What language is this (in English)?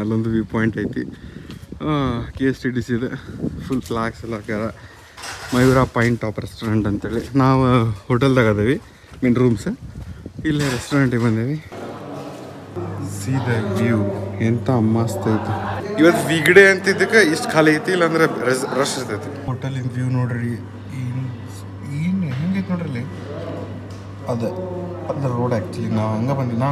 Kannada